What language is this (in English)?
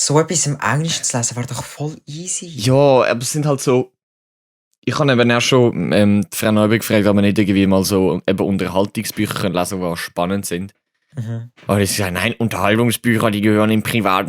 Swiss German